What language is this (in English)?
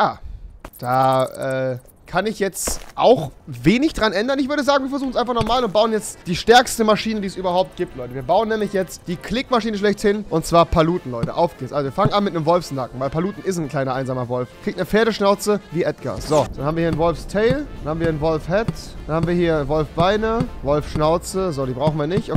German